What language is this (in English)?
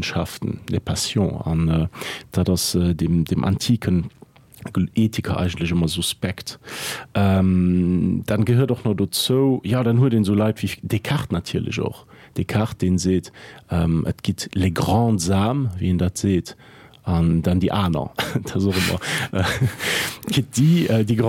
Luxembourgish